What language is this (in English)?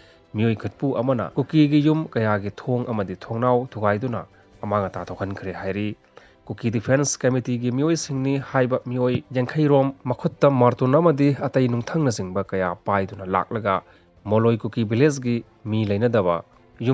Manipuri